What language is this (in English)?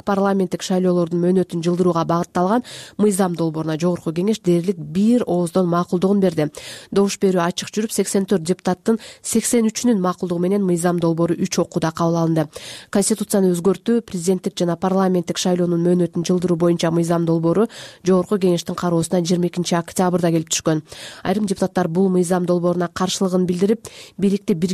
Kyrgyz